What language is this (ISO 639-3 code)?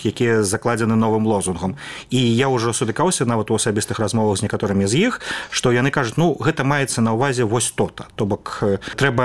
bel